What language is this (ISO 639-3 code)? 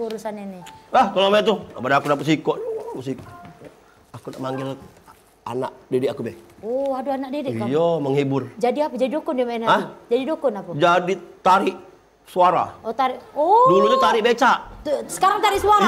mui